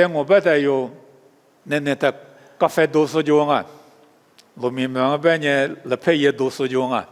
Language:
Lisu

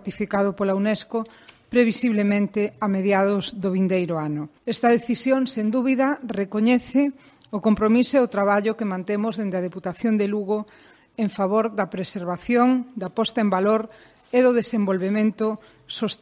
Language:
Galician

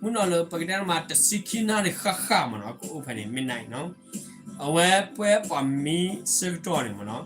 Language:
S'gaw Karen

